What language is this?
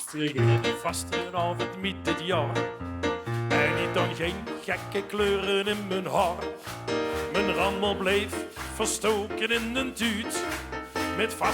Limburgish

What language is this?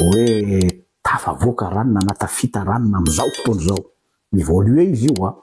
Malagasy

